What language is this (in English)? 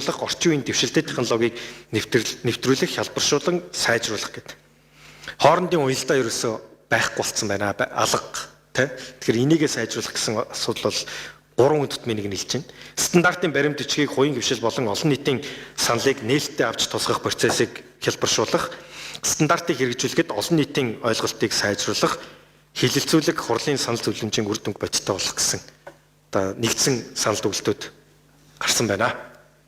Mongolian